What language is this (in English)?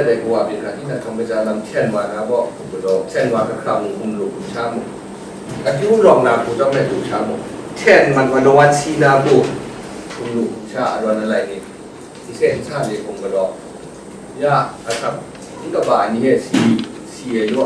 Kachin